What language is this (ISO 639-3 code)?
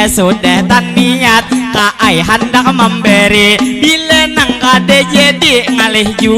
bjn